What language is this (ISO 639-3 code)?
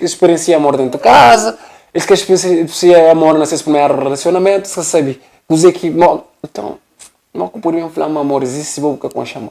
kea